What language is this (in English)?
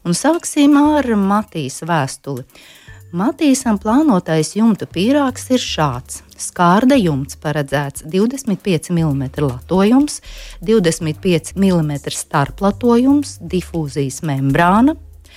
Latvian